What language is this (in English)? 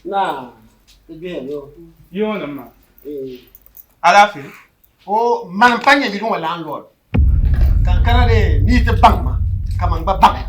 Dagbani